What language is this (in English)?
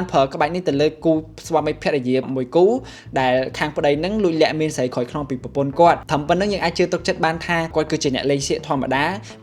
Khmer